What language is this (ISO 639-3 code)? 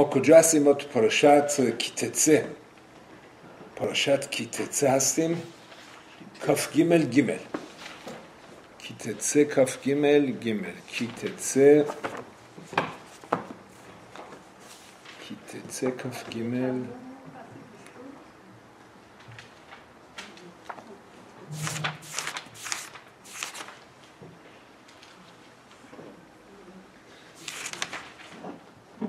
fas